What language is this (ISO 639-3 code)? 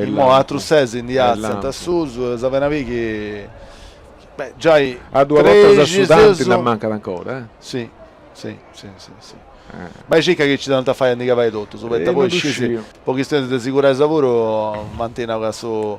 srd